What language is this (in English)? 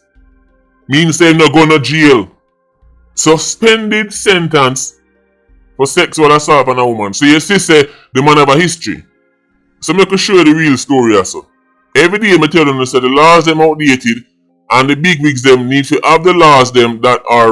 Jamaican Creole English